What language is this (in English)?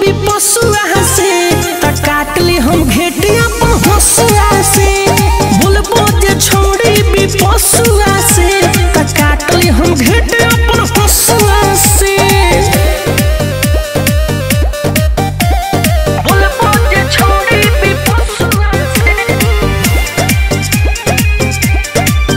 Bhojpuri